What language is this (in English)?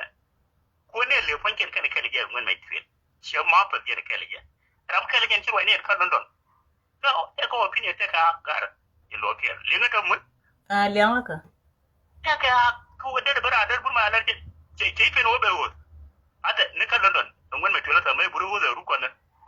Nuer